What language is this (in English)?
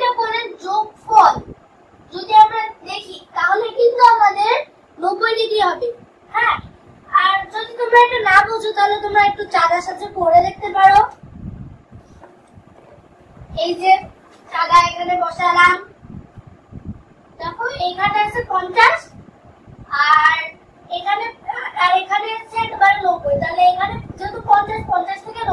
Bangla